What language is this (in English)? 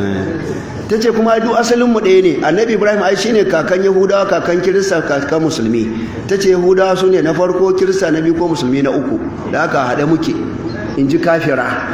Hausa